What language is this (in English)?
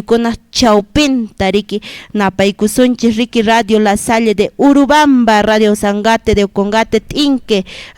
Quechua